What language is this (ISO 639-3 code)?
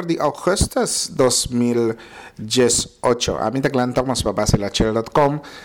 pap